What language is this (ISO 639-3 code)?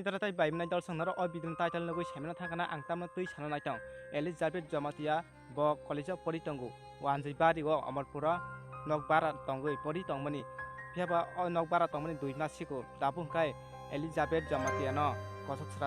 trp